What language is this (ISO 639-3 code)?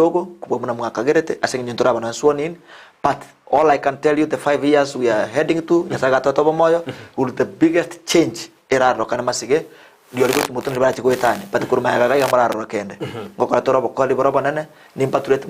guz